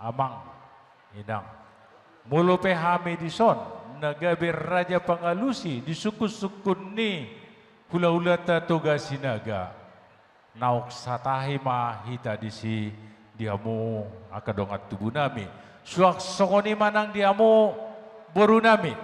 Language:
Batak Toba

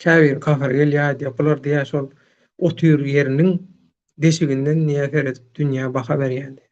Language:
Turkmen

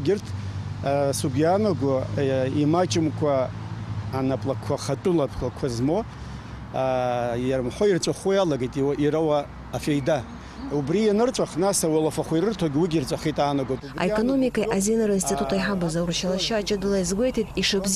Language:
Abkhazian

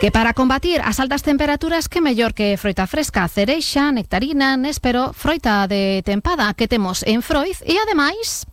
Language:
Galician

